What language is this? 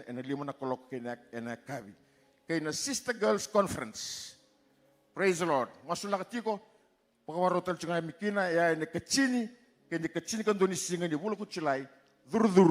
Fijian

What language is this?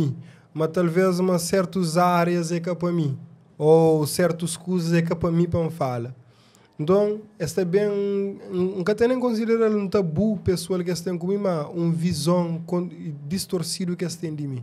Kabuverdianu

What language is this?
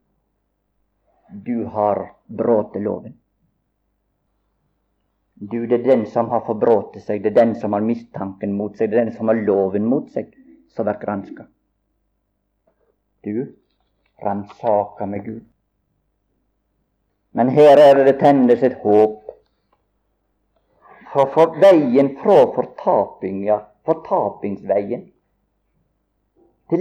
Norwegian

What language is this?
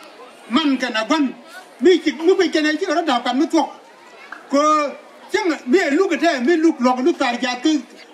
Nuer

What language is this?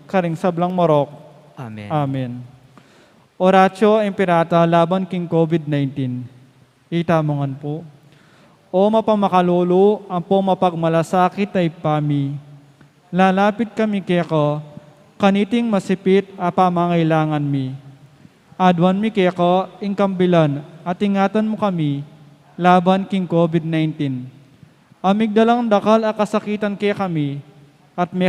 Pampanga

